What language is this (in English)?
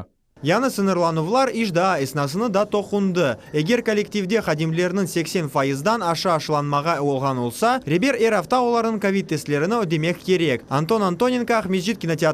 Crimean Tatar